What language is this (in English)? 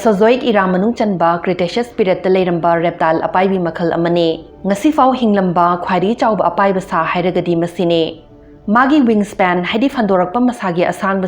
Manipuri